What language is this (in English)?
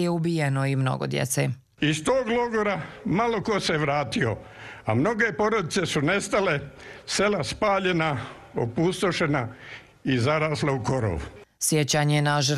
Serbian